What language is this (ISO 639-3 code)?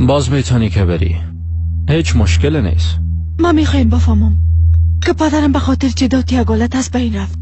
fas